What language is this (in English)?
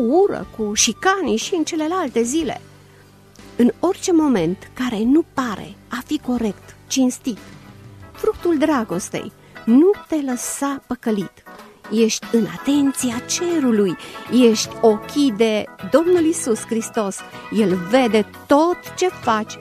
Romanian